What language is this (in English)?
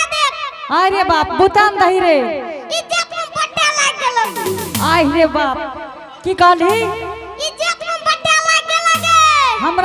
Angika